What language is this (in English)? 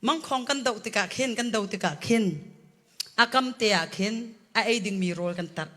Hakha Chin